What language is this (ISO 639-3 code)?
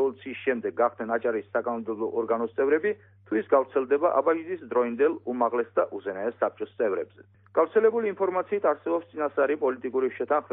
kat